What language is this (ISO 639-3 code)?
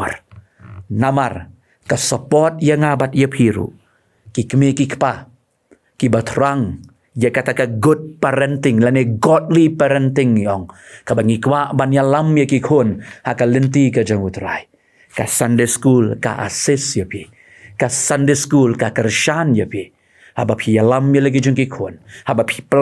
kha